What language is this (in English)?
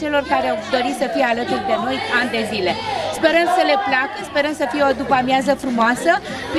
Romanian